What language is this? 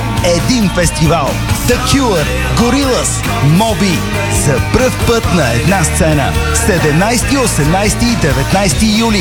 Bulgarian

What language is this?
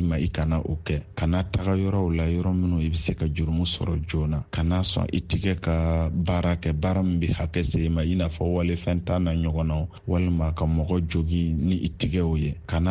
Bambara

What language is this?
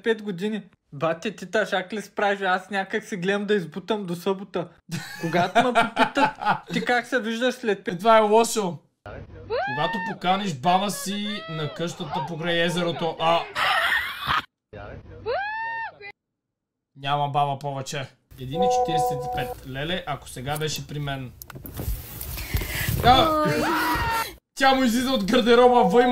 Bulgarian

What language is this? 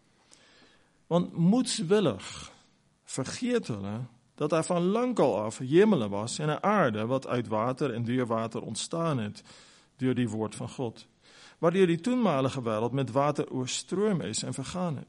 Afrikaans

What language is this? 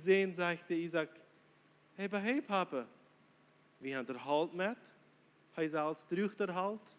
Plautdietsch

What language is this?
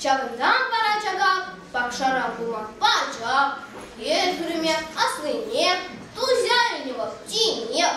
Chuvash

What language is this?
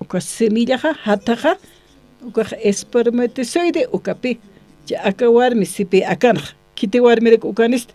Aymara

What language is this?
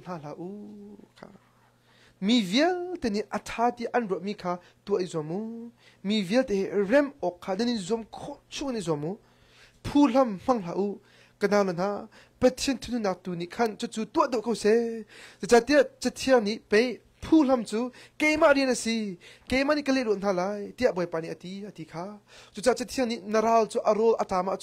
Hakha Chin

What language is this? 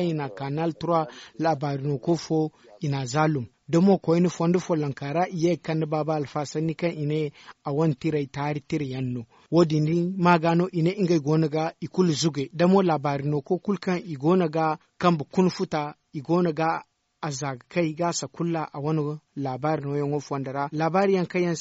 Zarma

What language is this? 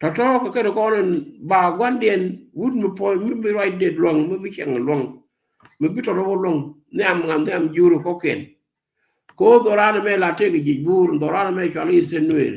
Nuer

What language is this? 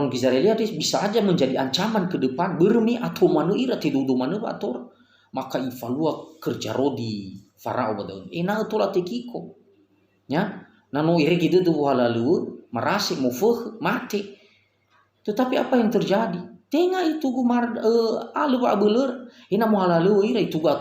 Nias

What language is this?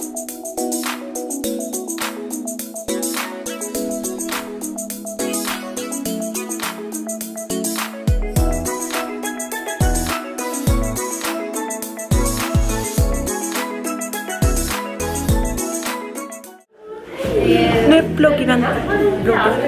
Swedish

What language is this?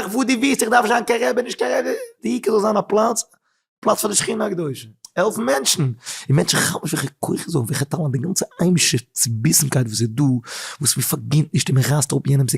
Yiddish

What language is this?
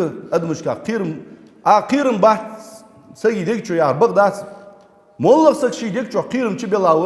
Ingush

